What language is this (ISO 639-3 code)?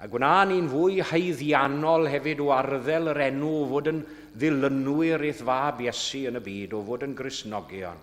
cym